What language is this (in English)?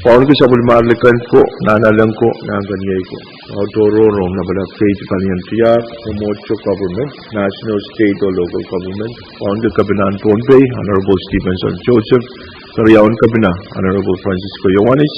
Pohnpeian